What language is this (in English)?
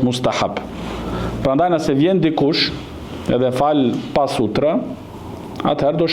Albanian